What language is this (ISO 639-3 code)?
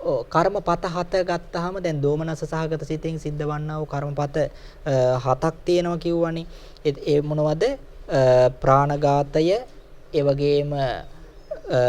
sin